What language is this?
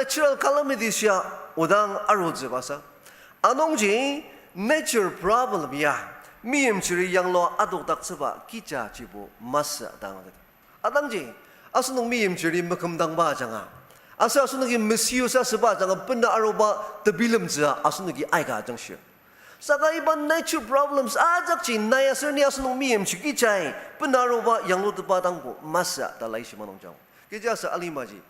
Ao Naga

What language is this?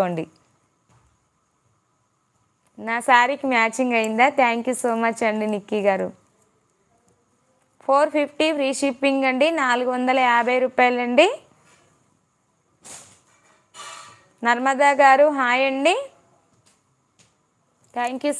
Telugu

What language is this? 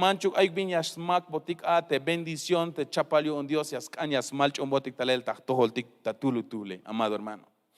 Tzeltal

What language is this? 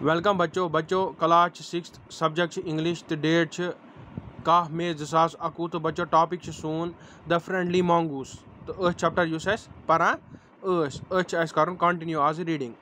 Kashmiri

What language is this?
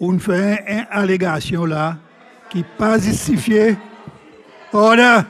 Seselwa Creole French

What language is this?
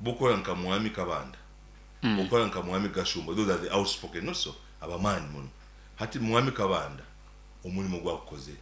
Nyankole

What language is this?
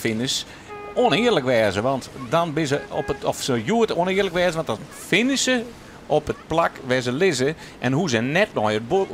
Western Frisian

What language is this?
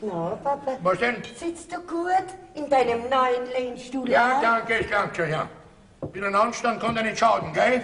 Bavarian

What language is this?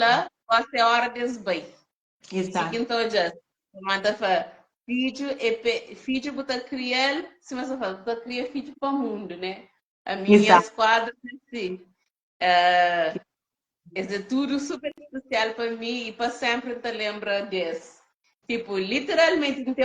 Kabuverdianu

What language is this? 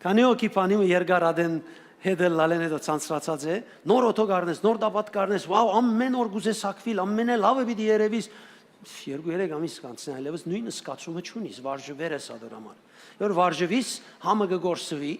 Western Armenian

